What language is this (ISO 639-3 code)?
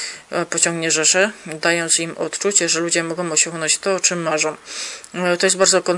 pol